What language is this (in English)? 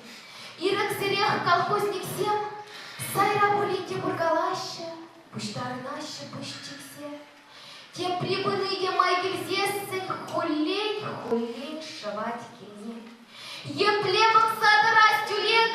Chuvash